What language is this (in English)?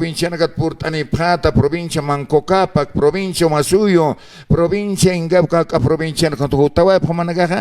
Aymara